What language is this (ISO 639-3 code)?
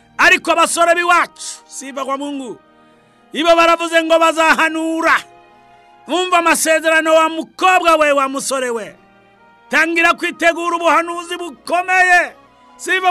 kin